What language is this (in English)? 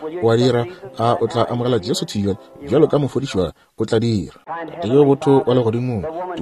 Northern Sotho